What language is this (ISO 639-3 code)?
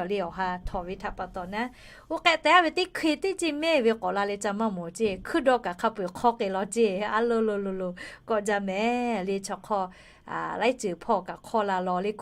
lhu